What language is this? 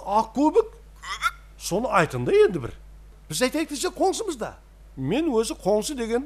Kara-Kalpak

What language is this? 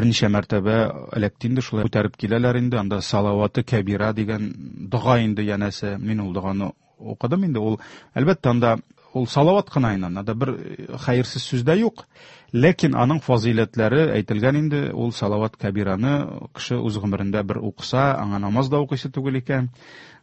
Tatar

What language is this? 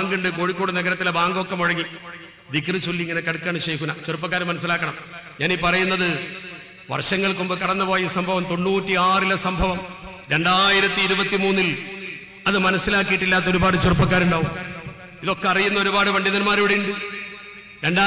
Malayalam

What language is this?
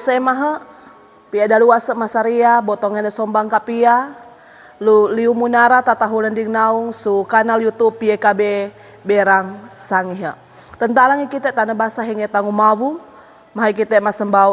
Sangir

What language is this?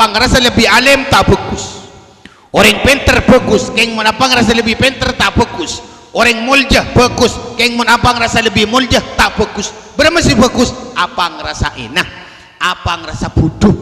Madurese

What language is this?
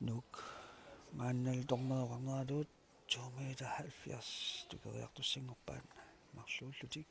Kalaallisut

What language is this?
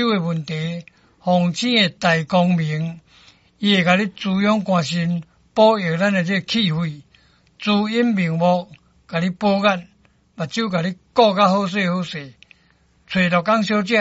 Min Nan Chinese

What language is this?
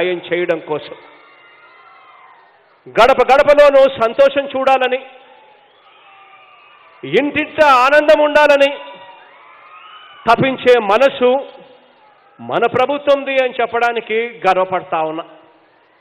Telugu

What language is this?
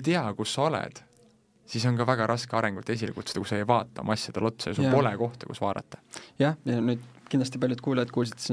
Estonian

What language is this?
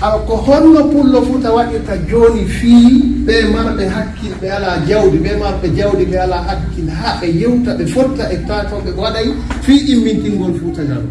Fula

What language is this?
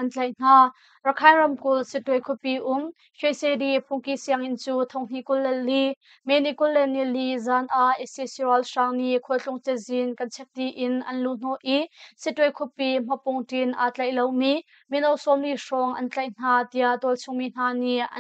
Hakha Chin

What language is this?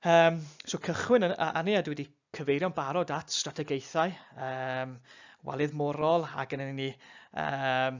Welsh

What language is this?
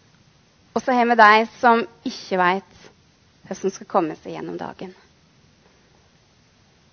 Norwegian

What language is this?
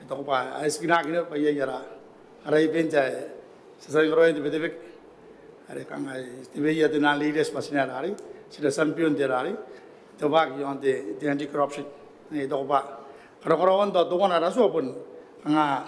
Gilbertese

